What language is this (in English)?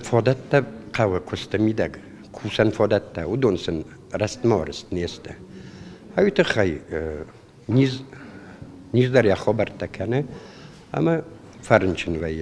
Ossetic